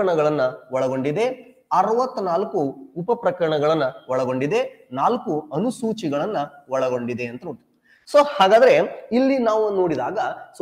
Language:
Kannada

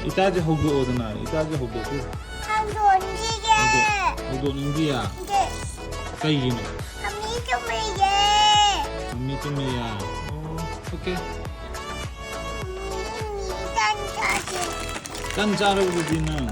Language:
Manipuri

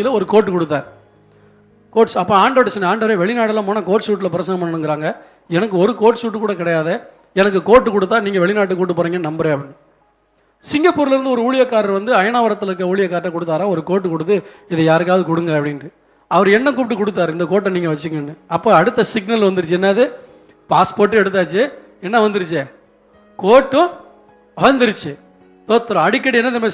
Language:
Tamil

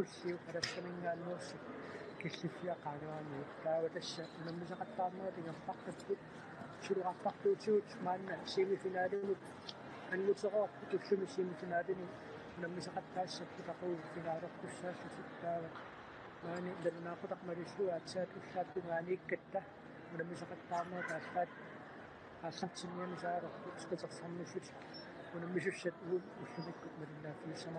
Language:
Kalaallisut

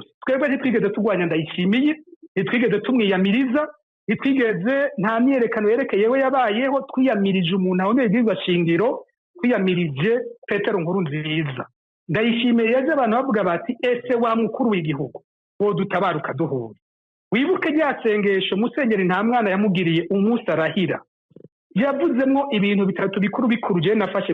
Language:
Rundi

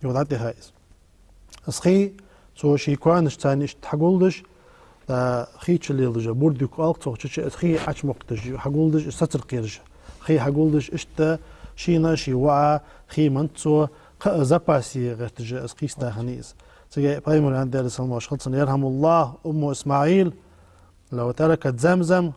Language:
Ingush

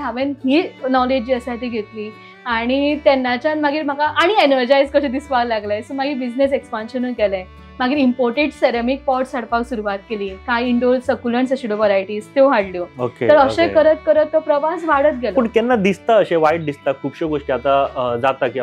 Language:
Konkani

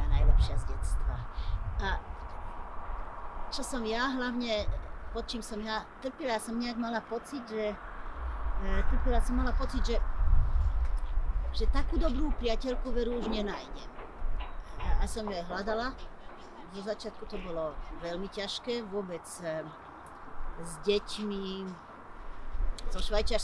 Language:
Slovak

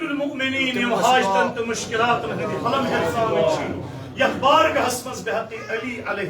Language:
Kashmiri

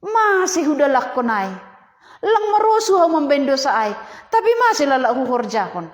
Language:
Batak Simalungun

